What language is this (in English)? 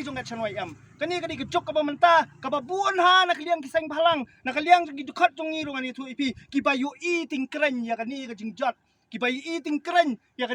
Khasi